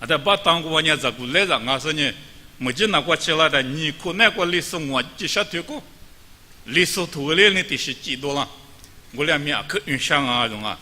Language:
Lisu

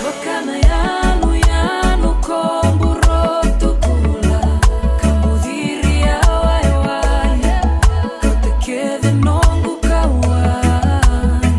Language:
Fijian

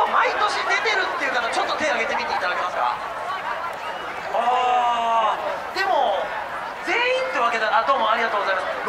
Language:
Japanese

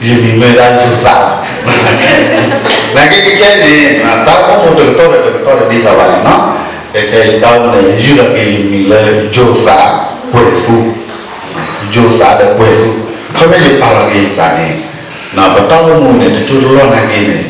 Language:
S'gaw Karen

